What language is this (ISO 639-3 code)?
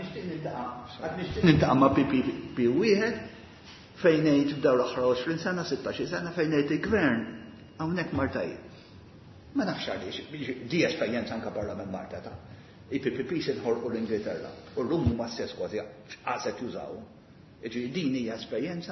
mlt